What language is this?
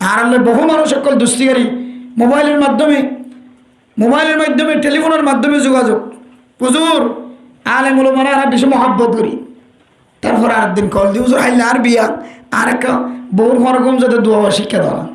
Rohingya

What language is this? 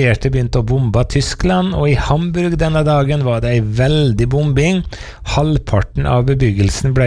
Norwegian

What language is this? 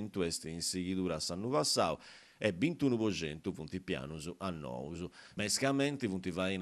Sardinian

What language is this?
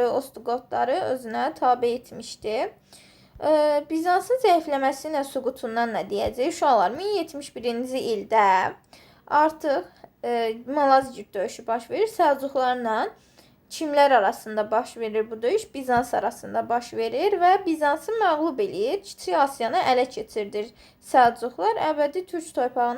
Azerbaijani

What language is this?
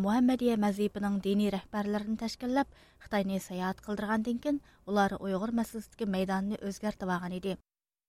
Uyghur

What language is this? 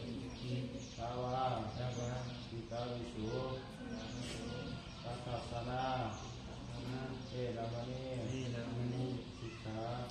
Pali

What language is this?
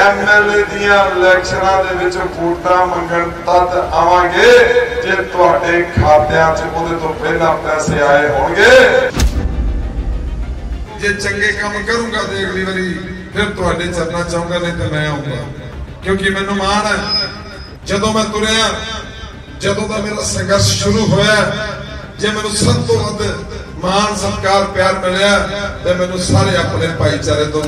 Punjabi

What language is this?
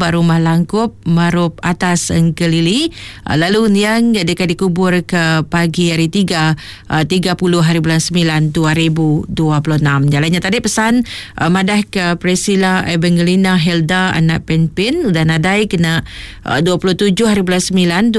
Iban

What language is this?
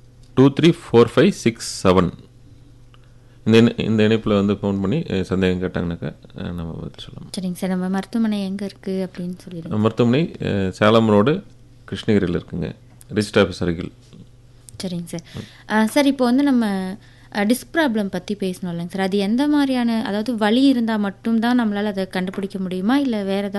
Tamil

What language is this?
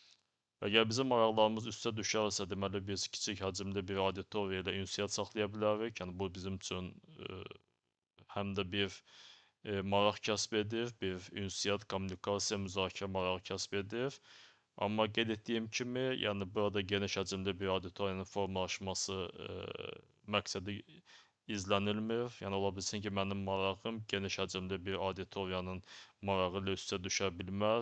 Azerbaijani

